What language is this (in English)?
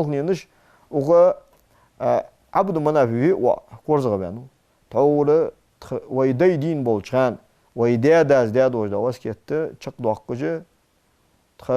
Ingush